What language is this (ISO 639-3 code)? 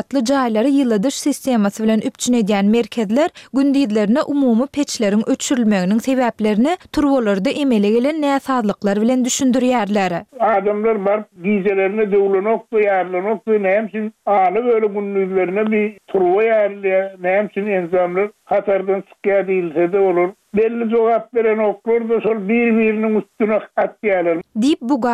tuk